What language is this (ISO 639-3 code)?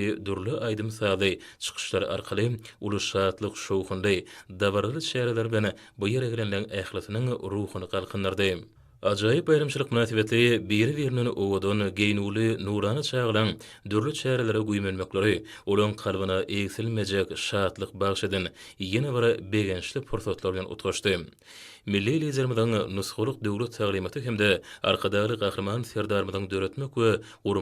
tuk